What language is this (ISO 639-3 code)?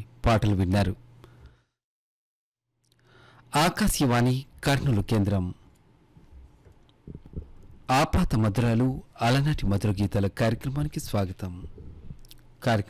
tel